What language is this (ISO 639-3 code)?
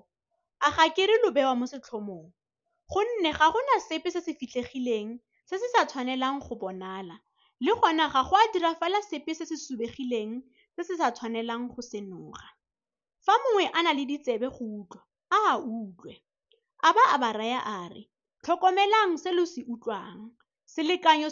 tsn